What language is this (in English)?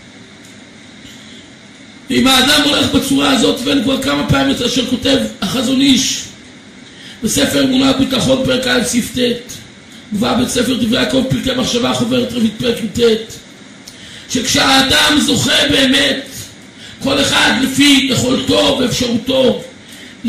Hebrew